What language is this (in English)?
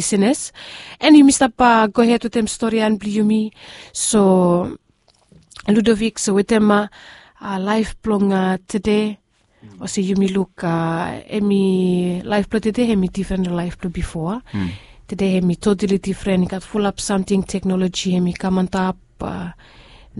Bislama